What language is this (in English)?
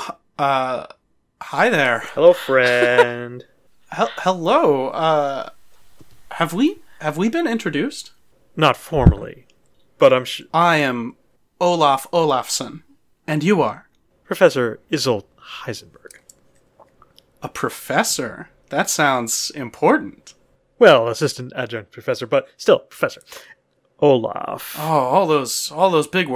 English